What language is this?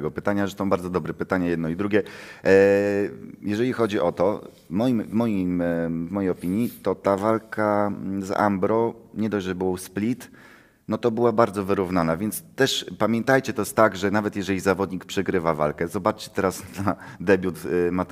Polish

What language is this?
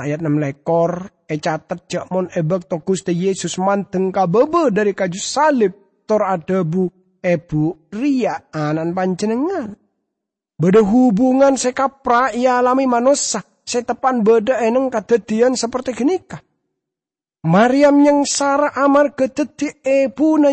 Madurese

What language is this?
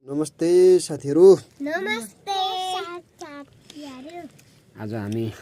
Nepali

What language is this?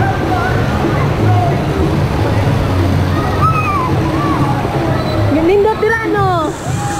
Filipino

